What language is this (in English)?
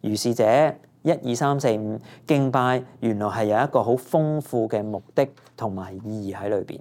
Cantonese